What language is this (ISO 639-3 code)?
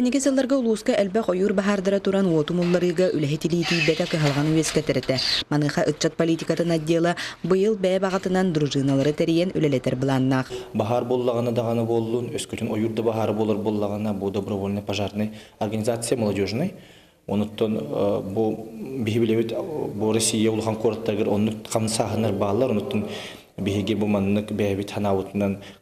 sah